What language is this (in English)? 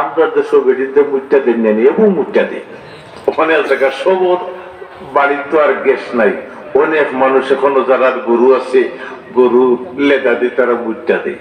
Sylheti